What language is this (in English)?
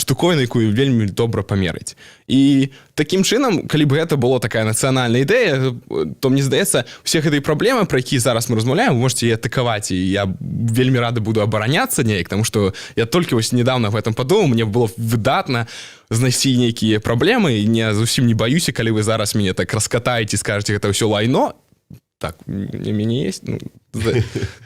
Belarusian